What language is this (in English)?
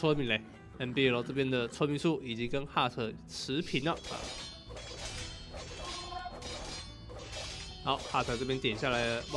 Chinese